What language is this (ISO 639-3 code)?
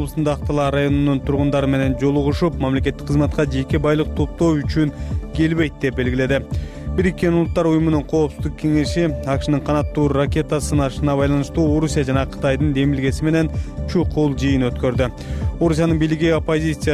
kir